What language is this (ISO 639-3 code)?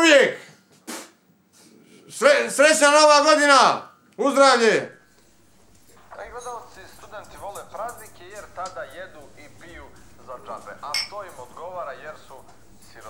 srp